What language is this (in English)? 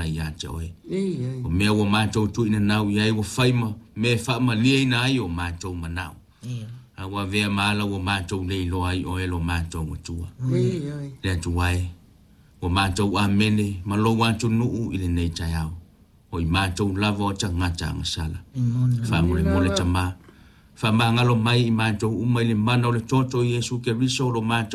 Samoan